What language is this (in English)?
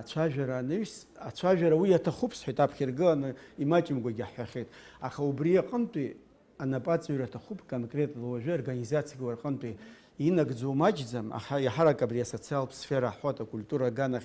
Abkhazian